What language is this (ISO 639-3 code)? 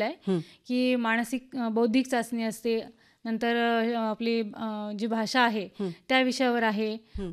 mar